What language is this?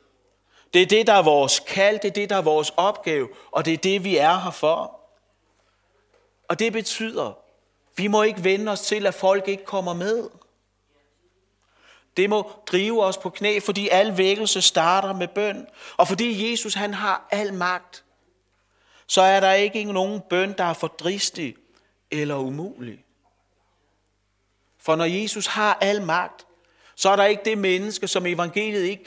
Danish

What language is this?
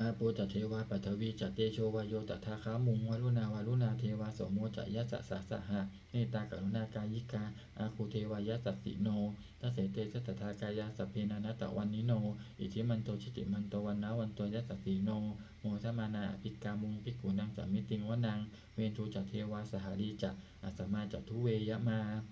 Pali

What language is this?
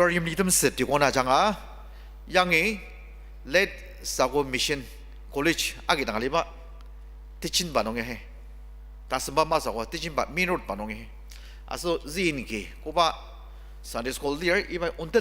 Ao Naga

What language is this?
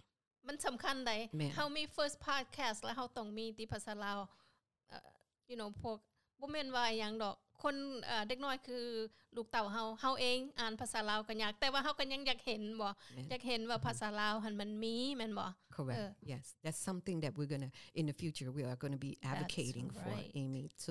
Lao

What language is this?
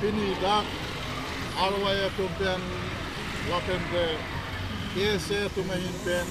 Karbi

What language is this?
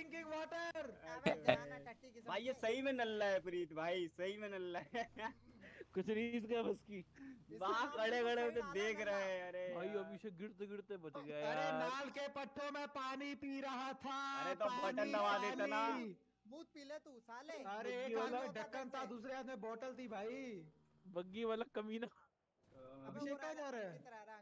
Hindi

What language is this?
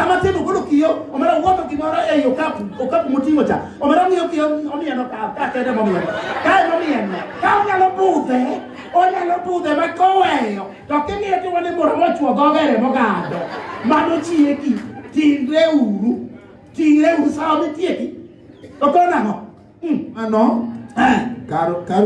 Luo (Kenya and Tanzania)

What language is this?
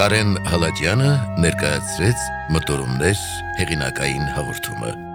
Armenian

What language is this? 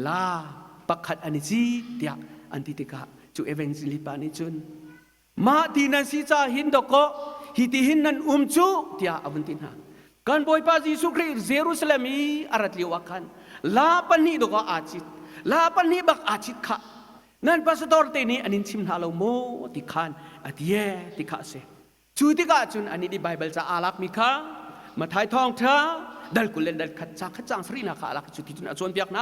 Hakha Chin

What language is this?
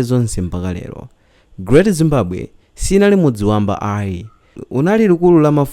Nyanja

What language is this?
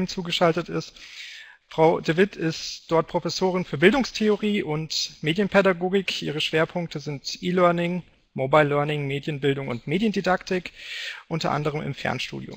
German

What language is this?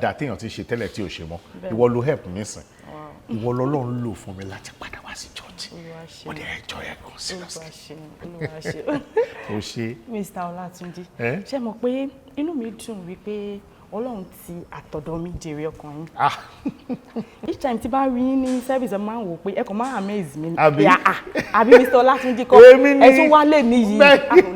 Yoruba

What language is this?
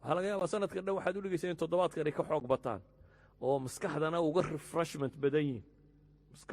Somali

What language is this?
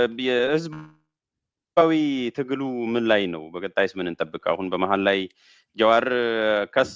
Amharic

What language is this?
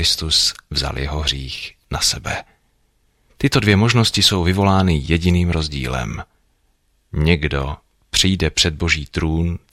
Czech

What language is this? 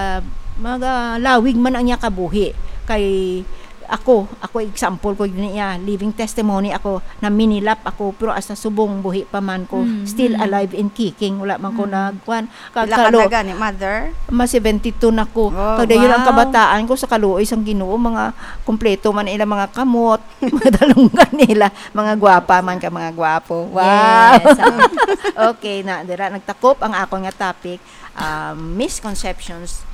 Hiligaynon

